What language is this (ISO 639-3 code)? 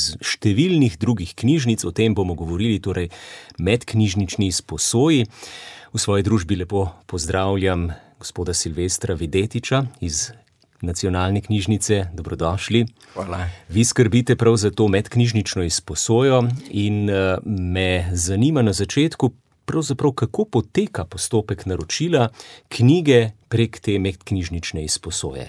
slv